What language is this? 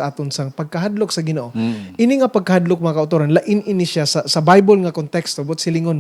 Hiligaynon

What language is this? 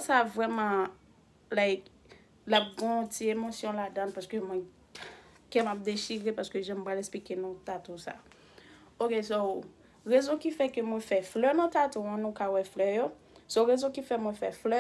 Haitian Creole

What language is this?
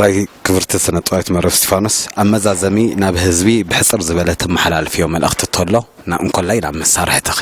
Tigrinya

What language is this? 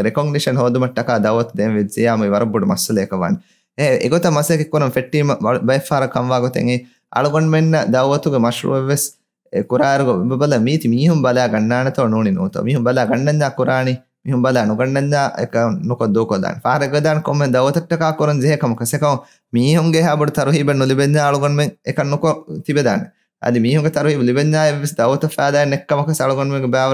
Divehi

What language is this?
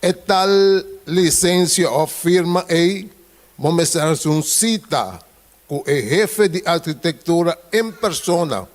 Papiamento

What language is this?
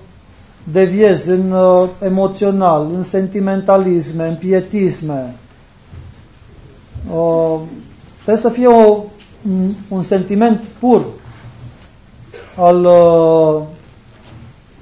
Romanian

